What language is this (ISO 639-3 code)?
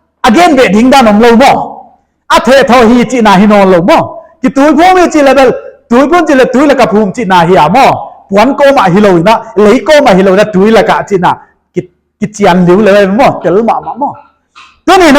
pck